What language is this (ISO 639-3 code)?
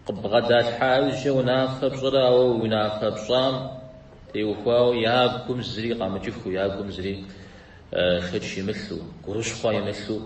kbd